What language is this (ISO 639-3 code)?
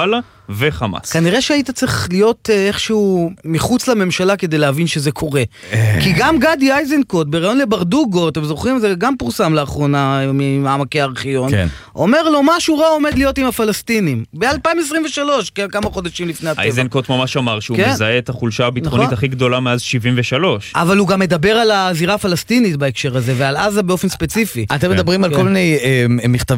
heb